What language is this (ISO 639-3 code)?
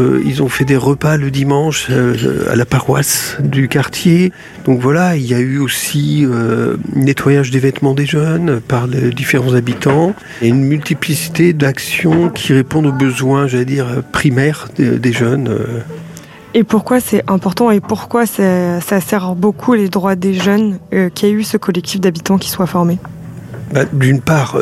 fra